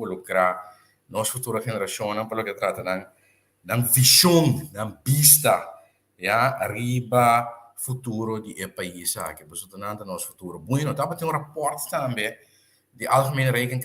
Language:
Papiamento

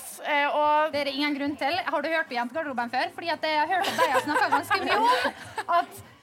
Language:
Norwegian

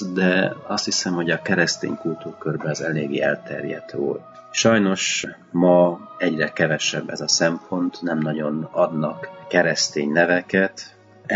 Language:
Hungarian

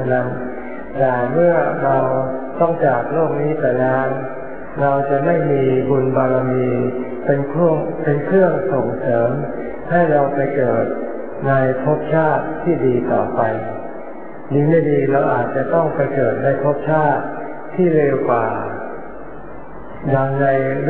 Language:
Thai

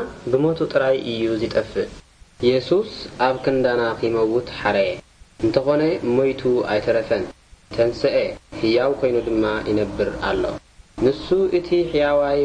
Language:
Tigrinya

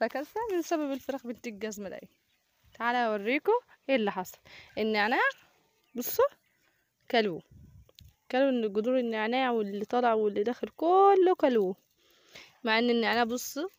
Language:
Egyptian Arabic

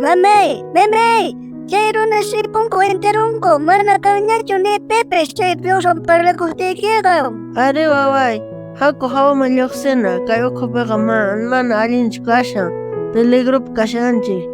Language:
South Bolivian Quechua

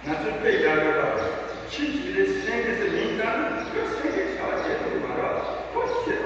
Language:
Tibetan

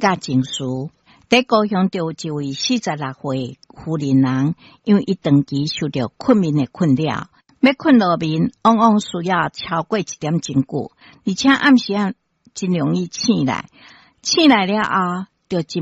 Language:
Min Nan Chinese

